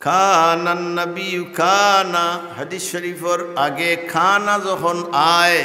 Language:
Sylheti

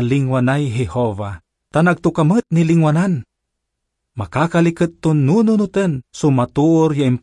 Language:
Pangasinan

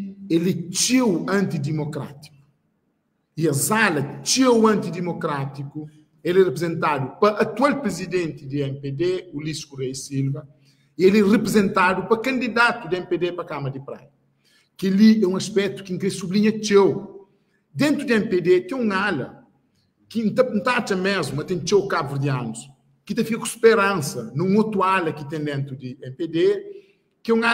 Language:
Kabuverdianu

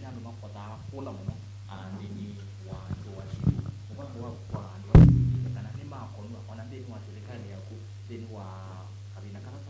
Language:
Kamba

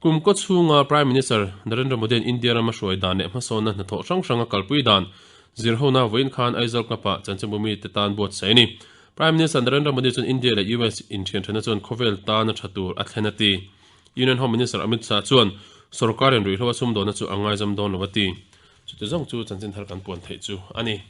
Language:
Mizo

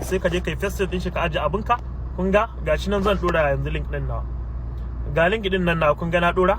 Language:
Hausa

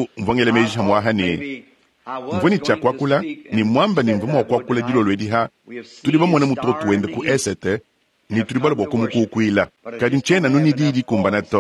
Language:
Luba-Lulua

